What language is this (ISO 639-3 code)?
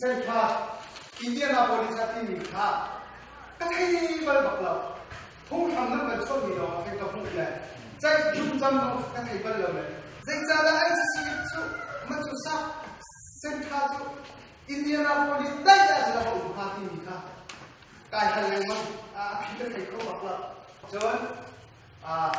cnh